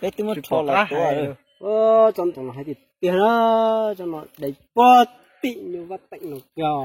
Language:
Hmong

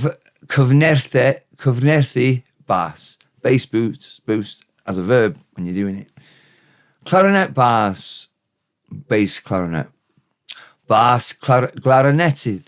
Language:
Welsh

